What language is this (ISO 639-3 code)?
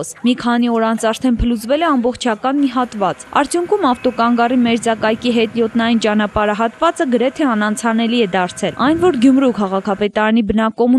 hye